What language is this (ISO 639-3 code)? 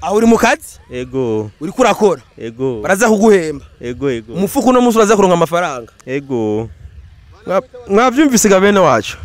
run